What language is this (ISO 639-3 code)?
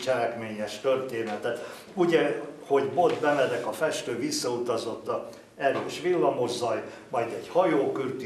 hun